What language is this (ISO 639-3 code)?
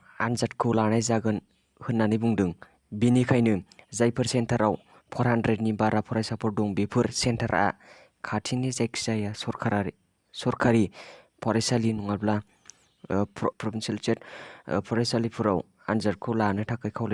brx